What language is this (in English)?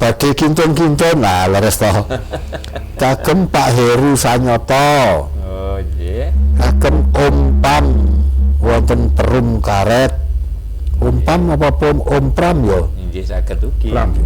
Javanese